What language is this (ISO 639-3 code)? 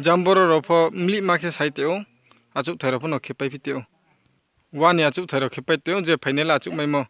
ria